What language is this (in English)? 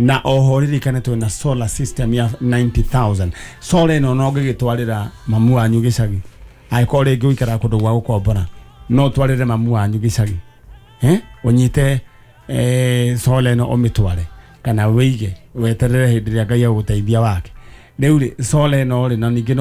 Kikuyu